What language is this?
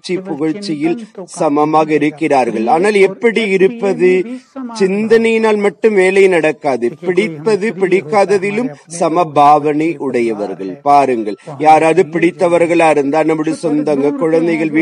Tamil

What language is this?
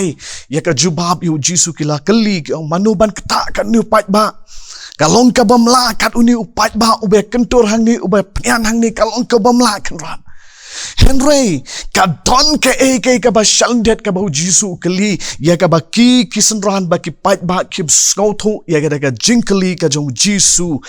Khasi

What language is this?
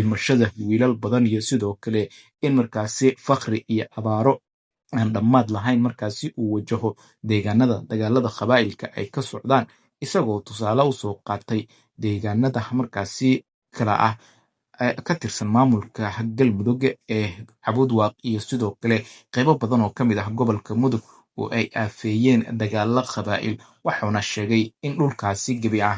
Somali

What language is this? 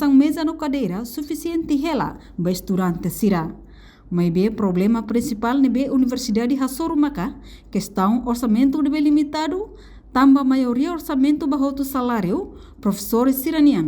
Tetum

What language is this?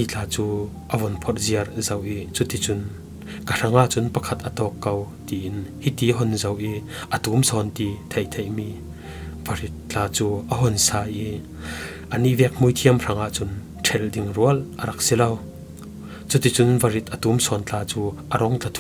Falam Chin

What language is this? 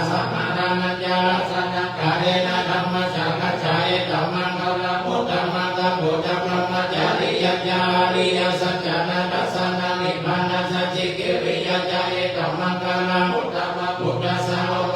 Pali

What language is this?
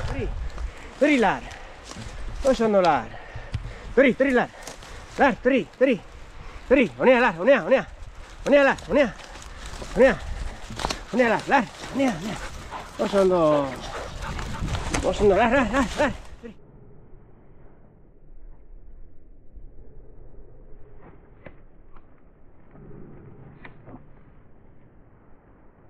Basque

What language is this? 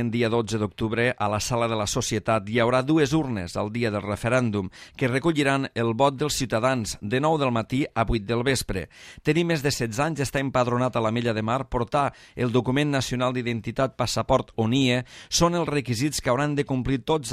Catalan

